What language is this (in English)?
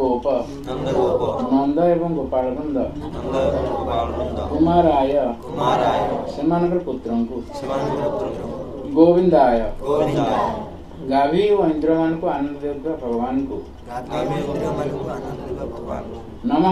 Odia